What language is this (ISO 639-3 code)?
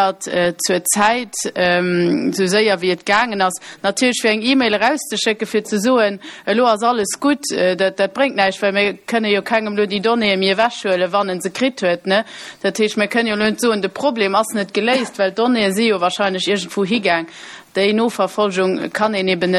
ltz